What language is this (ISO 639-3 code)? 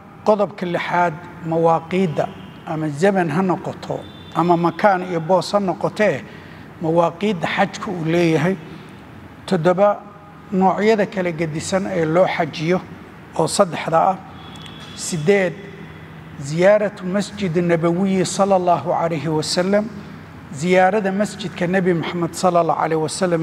som